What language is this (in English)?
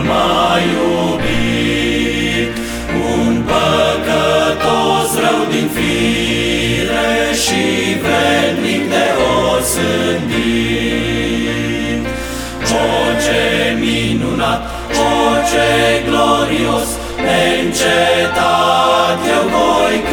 Romanian